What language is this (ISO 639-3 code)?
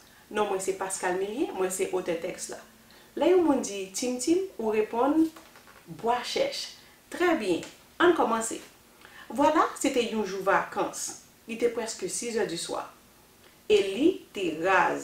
hat